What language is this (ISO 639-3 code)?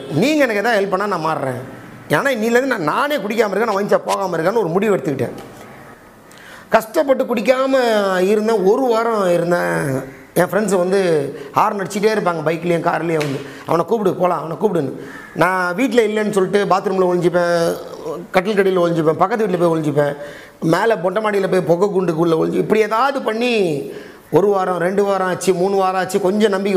tam